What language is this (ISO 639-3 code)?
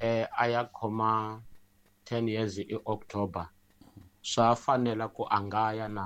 tso